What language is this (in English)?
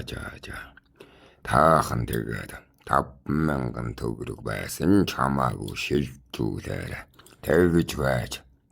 Mongolian